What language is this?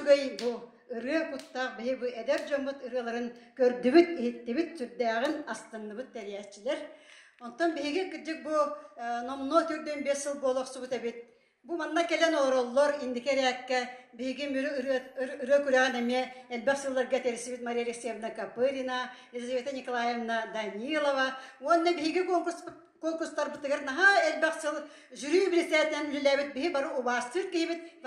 Yakut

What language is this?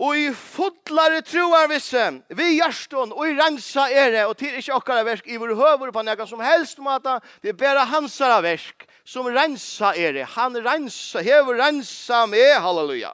Faroese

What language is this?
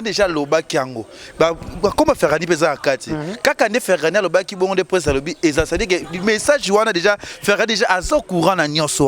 Lingala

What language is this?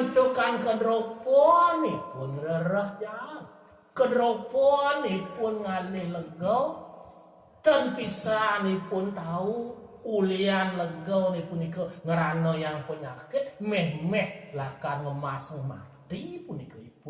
Balinese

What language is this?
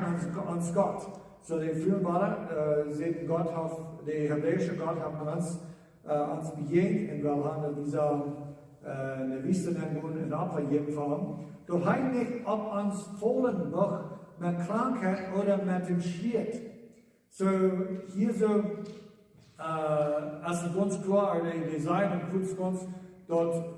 Plautdietsch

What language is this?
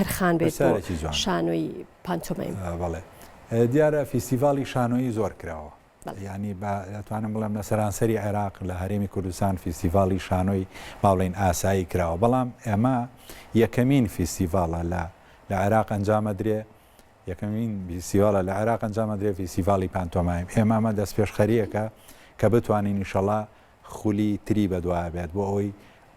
Central Kurdish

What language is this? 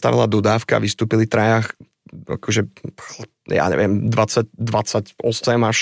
Slovak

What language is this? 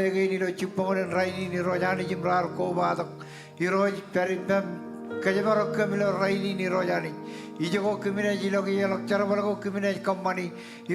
Marshallese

